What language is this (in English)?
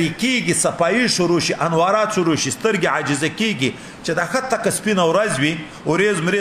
Pashto